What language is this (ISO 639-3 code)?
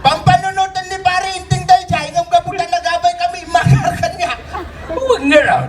ilo